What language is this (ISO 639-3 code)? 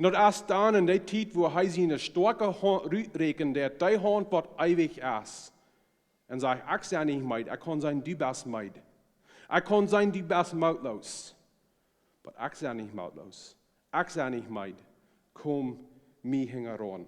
pdt